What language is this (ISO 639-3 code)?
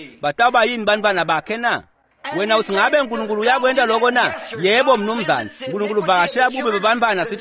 ssw